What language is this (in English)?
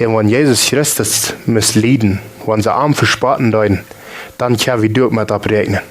Plautdietsch